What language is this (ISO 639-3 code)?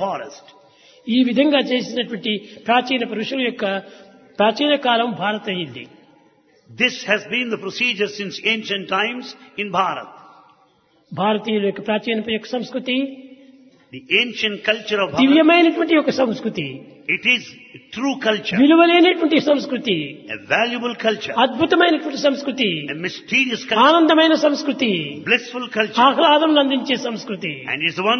tel